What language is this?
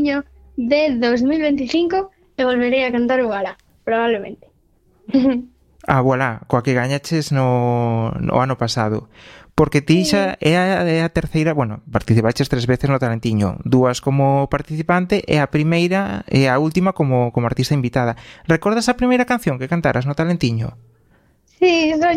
Galician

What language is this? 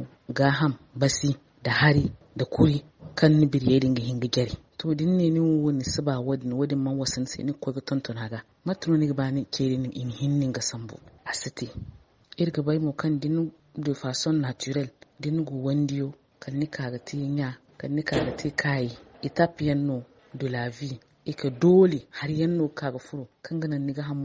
Zarma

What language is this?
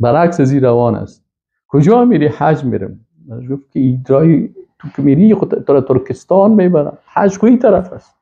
Persian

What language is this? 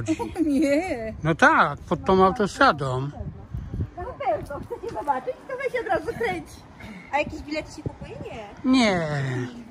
Polish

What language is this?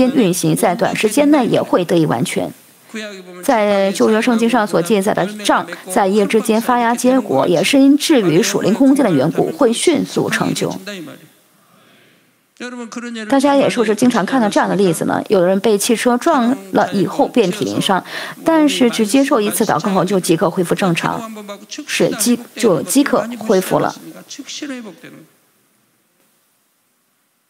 Chinese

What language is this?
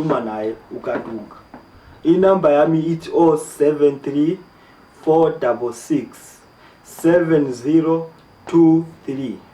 Zulu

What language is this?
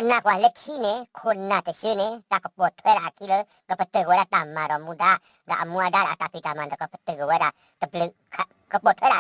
S'gaw Karen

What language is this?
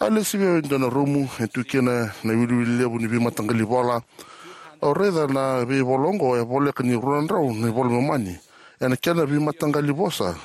Fijian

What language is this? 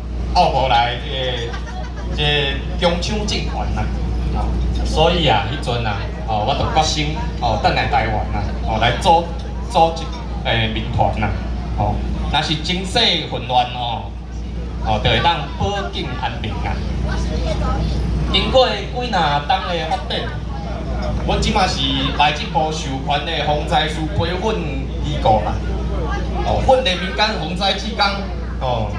Min Nan Chinese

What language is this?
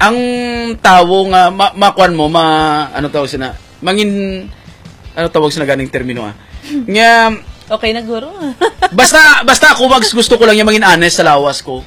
Hiligaynon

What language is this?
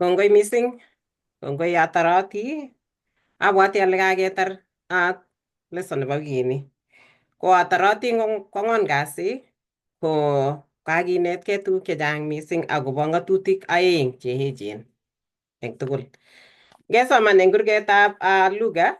Kalenjin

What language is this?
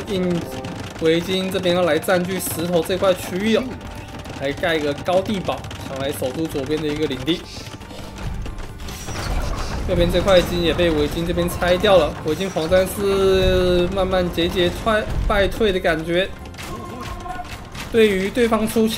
Chinese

